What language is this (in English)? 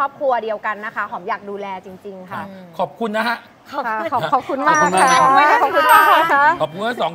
Thai